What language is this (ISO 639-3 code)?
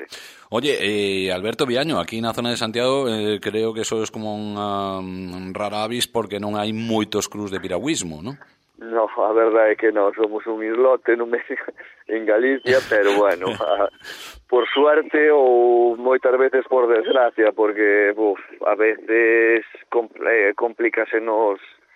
glg